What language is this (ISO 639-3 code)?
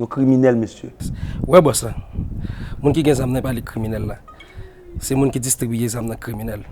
hat